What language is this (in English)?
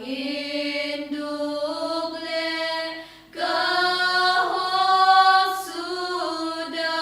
Khasi